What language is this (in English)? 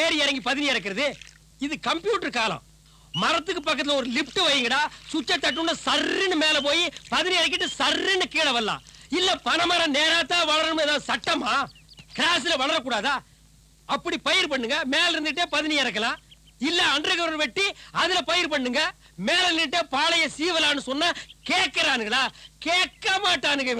Tamil